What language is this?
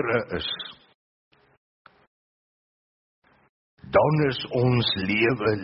Afrikaans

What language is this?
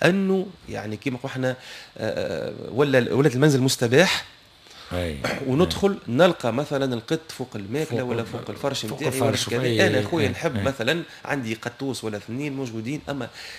Tunisian Arabic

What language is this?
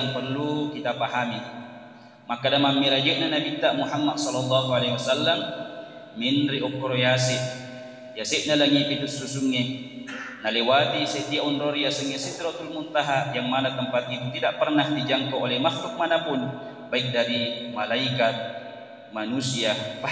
Buginese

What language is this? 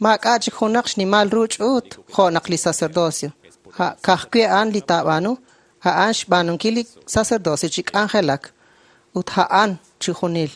Kekchí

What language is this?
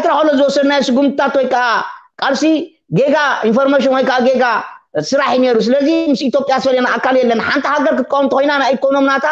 Tigrinya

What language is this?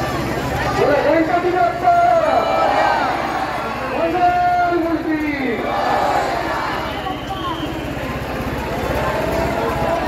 Marathi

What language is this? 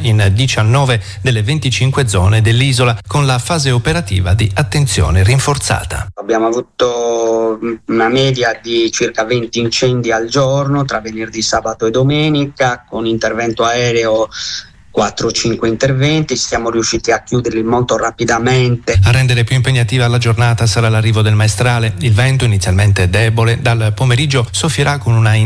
Italian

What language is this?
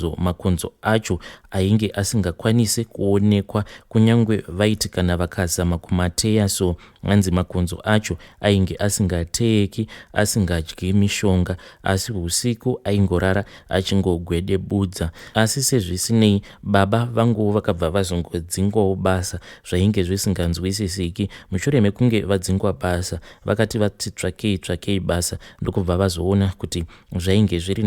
Shona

